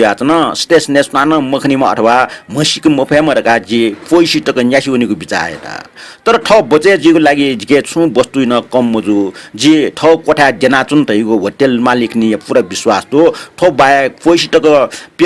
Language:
Newari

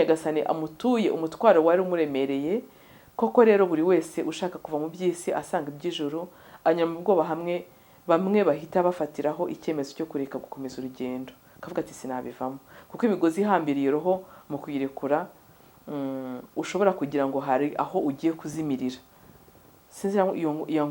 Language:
Kinyarwanda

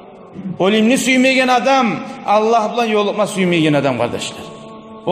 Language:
Kumyk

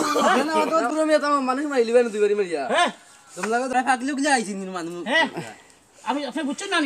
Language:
Sylheti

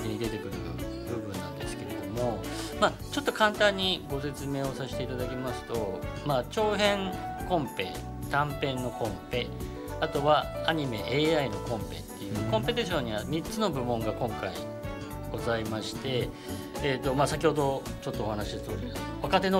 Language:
Japanese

